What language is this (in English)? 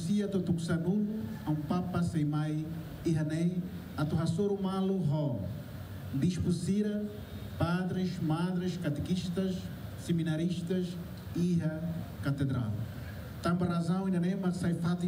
Tetum